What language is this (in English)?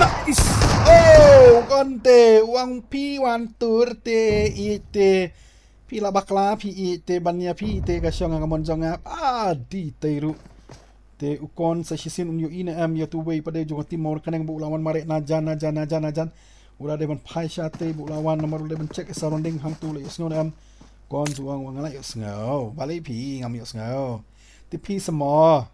Khasi